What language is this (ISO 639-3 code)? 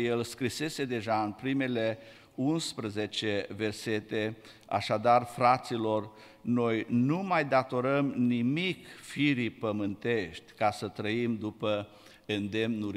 ron